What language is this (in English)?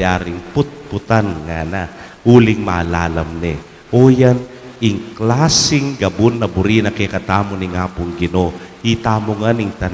Pampanga